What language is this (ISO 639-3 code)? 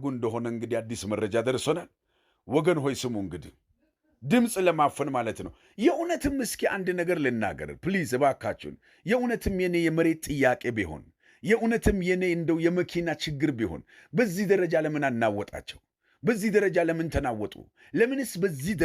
amh